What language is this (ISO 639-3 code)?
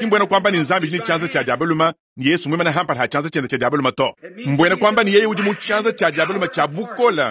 lua